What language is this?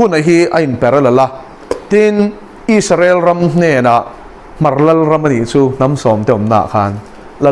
Mizo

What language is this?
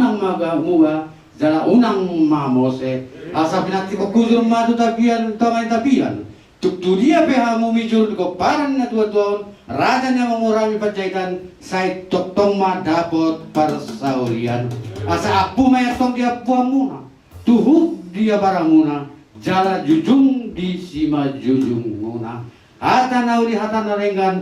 Batak Toba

